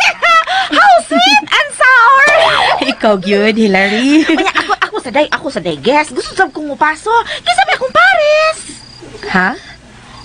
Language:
Cebuano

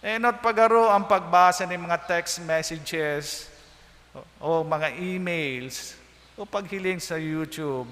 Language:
Bikol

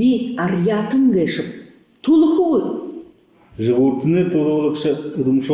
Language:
Buriat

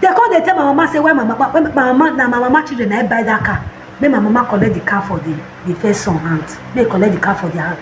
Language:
Nigerian Pidgin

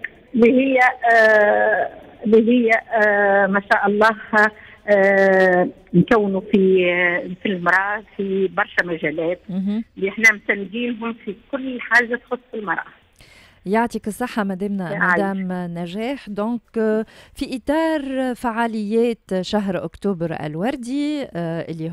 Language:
Tunisian Arabic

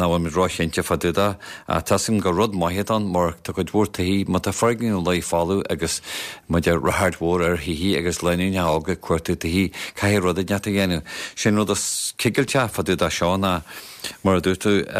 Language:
Irish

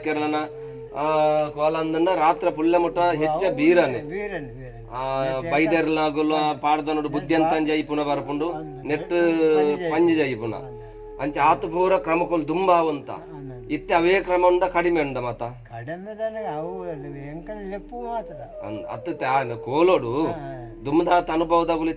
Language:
Tulu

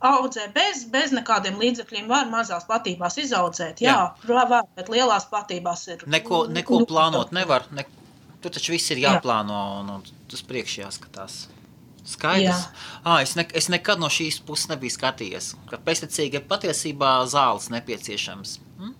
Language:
Latvian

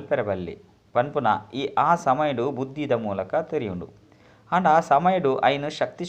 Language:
Tulu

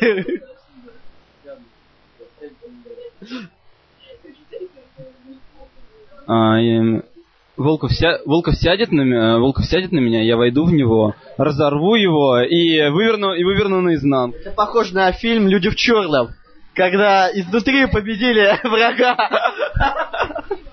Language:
Russian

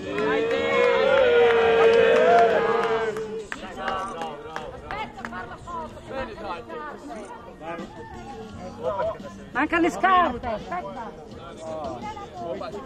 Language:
Italian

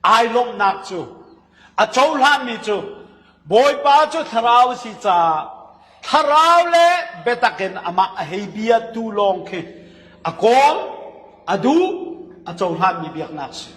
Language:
Hakha Chin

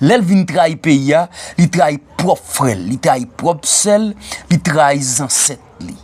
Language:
Haitian Creole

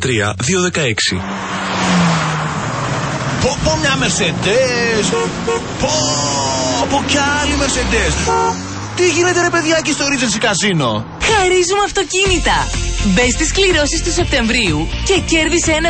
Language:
Greek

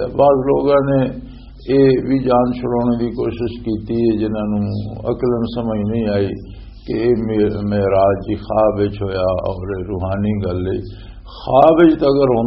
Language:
Western Panjabi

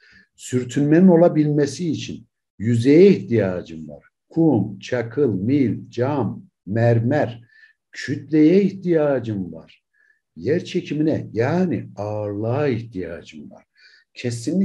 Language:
Turkish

